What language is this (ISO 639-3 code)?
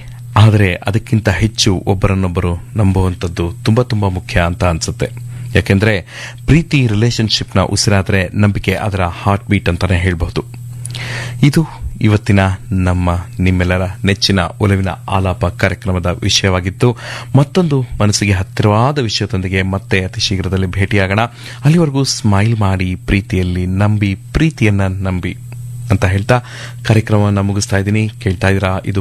kan